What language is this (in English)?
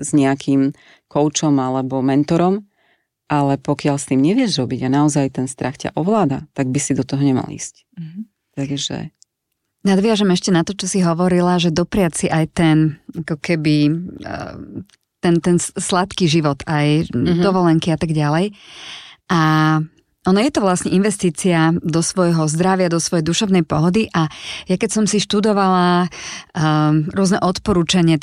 Slovak